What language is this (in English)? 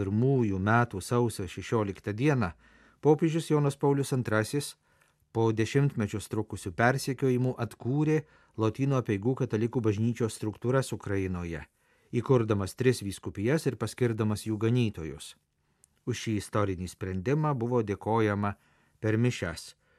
Lithuanian